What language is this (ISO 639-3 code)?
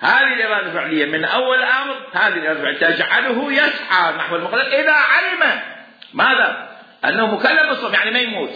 acm